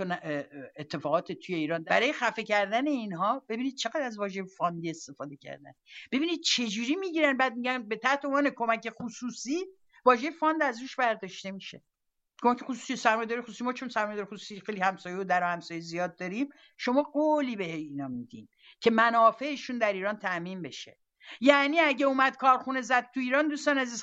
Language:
Persian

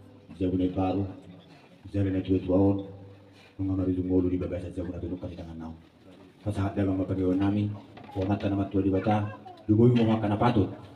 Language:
Batak Toba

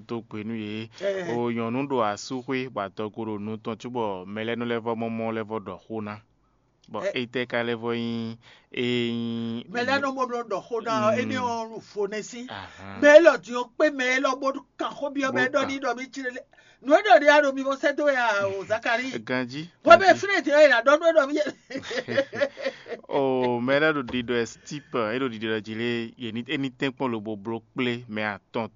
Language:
Fon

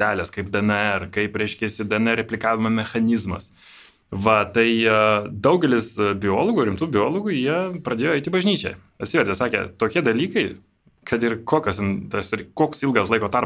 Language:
Lithuanian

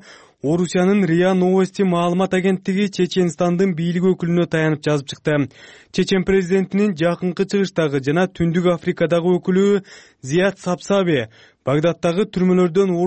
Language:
Kyrgyz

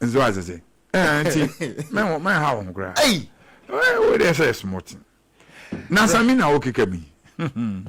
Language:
Akan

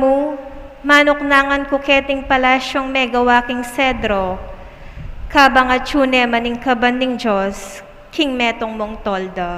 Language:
Pampanga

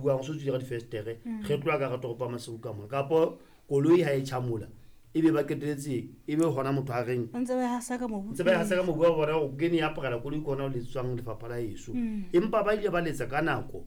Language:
Southern Sotho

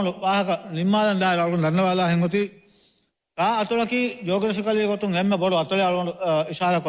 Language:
Divehi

